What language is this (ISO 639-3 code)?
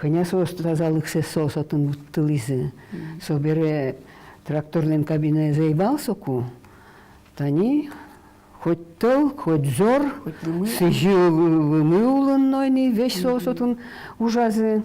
udm